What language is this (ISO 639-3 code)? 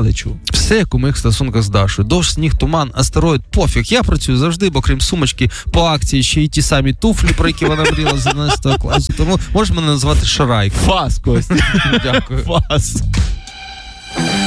ukr